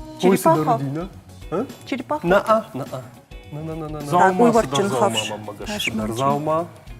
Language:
Ossetic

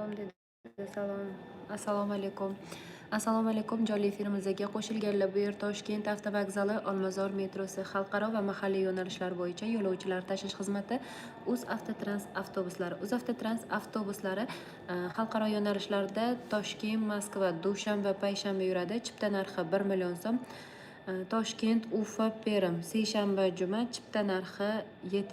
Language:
Uzbek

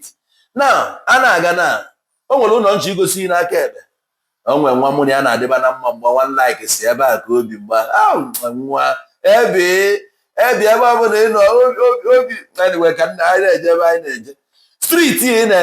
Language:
Igbo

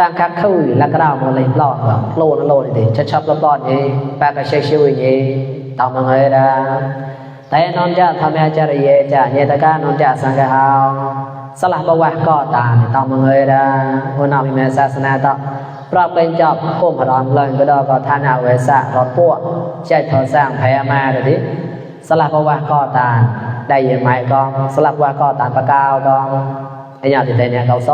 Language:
Mon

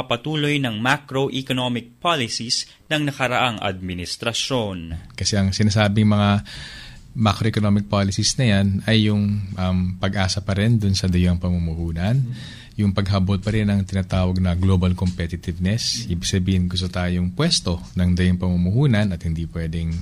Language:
Filipino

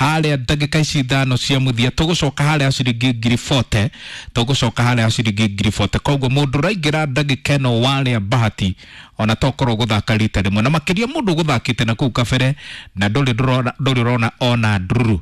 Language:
Kikuyu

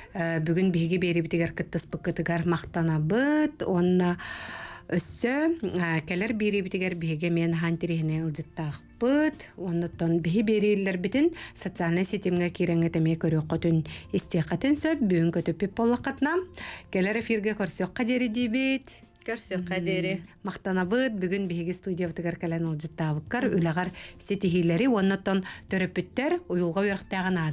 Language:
Yakut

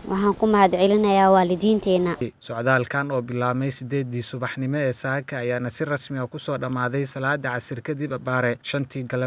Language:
Somali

